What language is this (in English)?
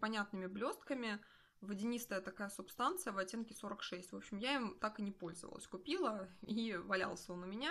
Russian